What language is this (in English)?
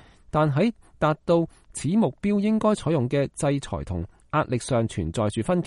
Cantonese